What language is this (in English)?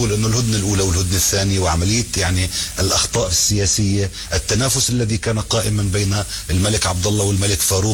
Arabic